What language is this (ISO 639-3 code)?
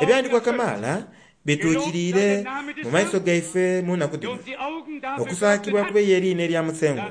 xog